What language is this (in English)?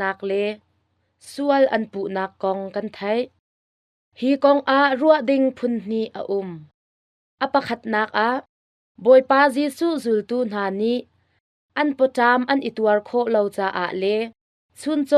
Hakha Chin